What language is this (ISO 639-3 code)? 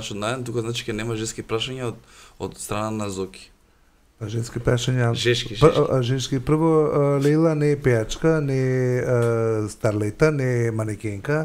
mkd